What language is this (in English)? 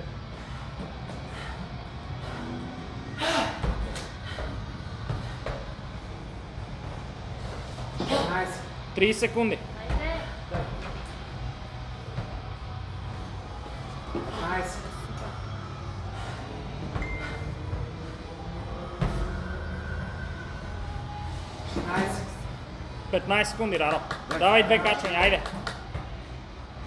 Bulgarian